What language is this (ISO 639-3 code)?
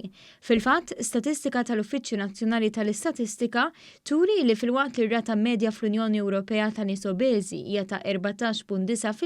mlt